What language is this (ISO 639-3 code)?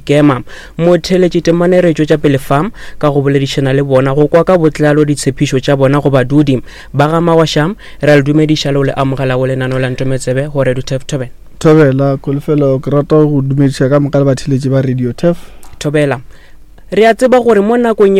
nso